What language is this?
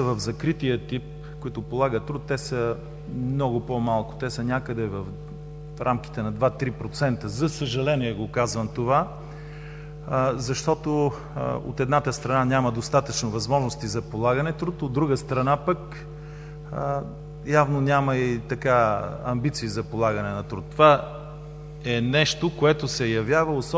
Bulgarian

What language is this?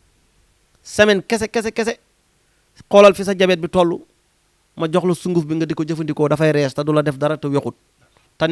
Wolof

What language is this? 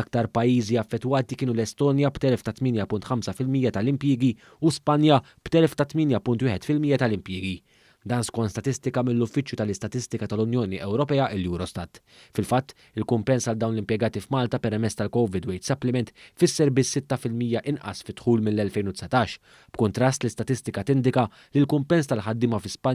Maltese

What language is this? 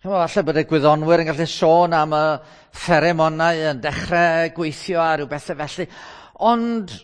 Welsh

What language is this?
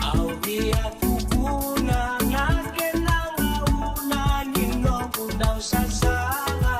Fijian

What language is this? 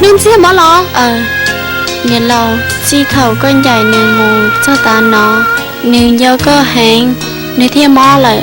Hmong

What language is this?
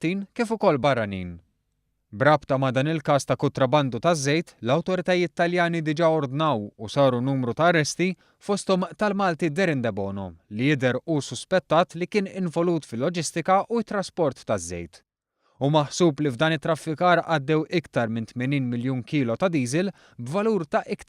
Maltese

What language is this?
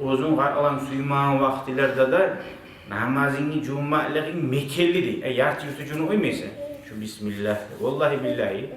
Kumyk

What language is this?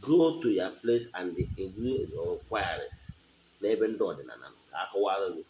Igbo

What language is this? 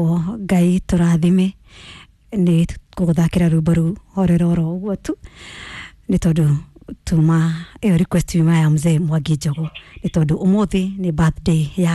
Kikuyu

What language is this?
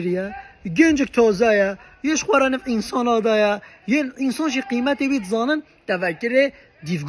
Kurdish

